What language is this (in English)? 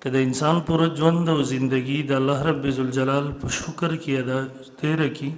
Pashto